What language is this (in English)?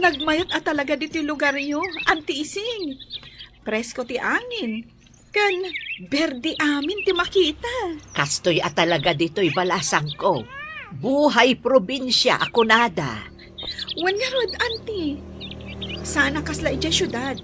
Iloko